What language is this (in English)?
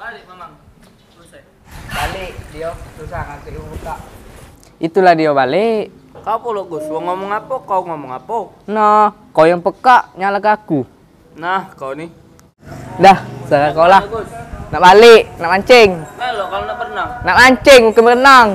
Musi